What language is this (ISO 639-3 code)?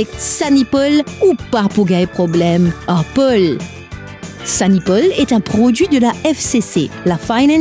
mfe